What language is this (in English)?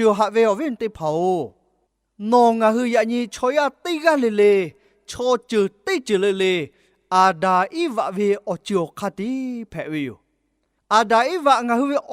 Lahu